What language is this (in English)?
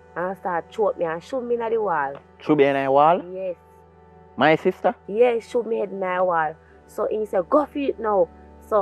Jamaican Creole English